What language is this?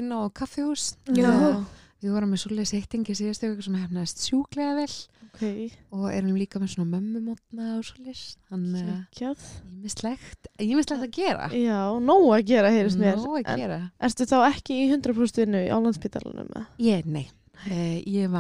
Icelandic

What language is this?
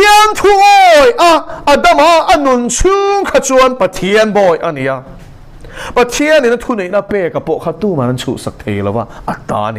Mizo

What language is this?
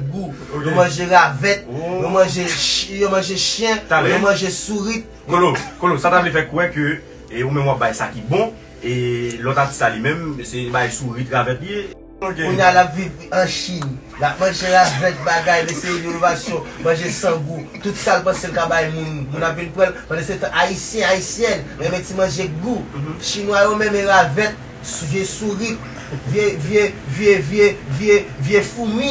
Haitian Creole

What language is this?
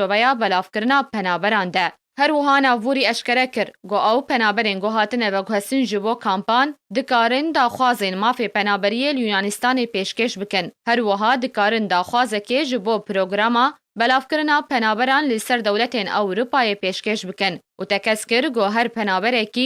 Kurdish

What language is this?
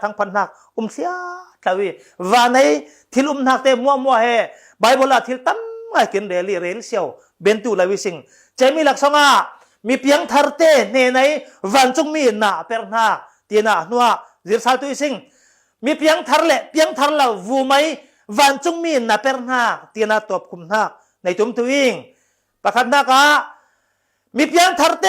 Falam Chin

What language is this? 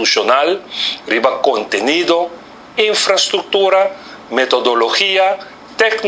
Papiamento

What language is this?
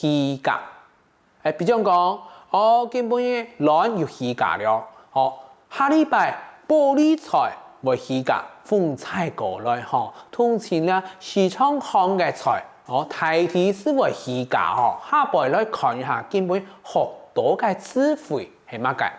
Hakka Chinese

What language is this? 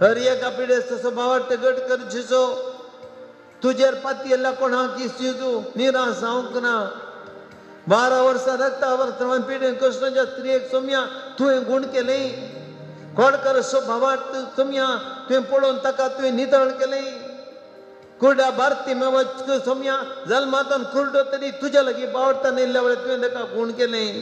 Konkani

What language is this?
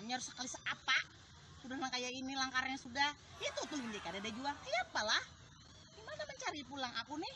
Banjar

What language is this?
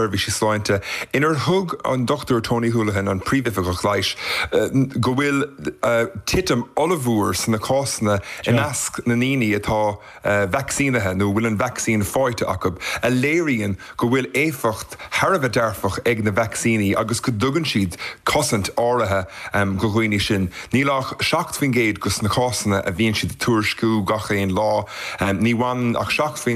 Irish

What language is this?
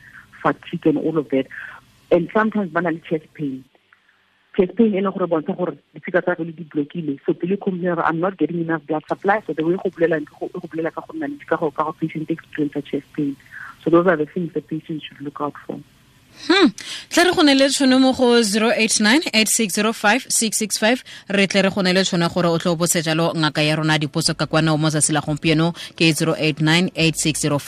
Tswana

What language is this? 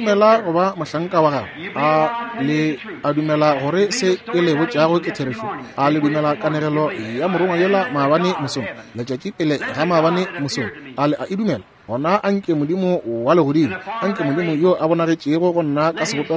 Northern Sotho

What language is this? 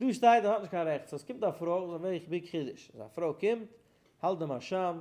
Yiddish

